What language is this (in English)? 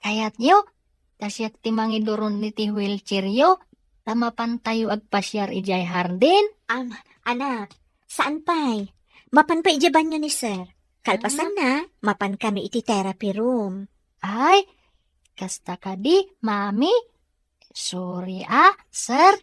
Iloko